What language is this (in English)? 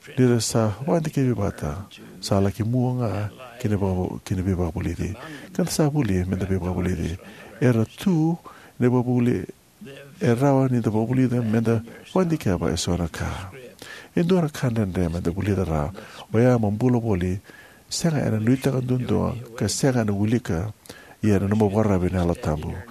Fijian